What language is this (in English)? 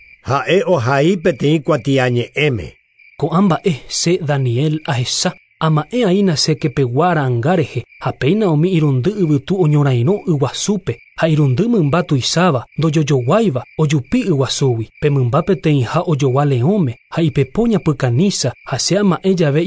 Guarani